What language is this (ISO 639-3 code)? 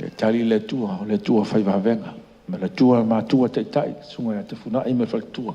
smo